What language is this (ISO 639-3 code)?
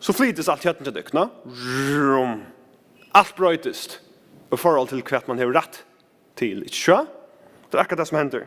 fao